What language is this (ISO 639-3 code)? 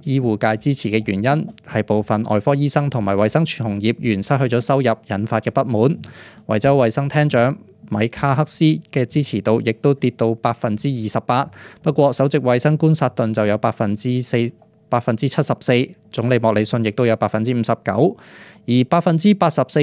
yue